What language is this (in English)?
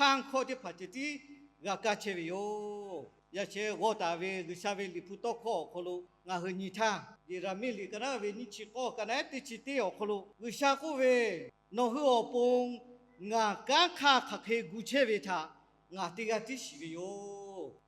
Lahu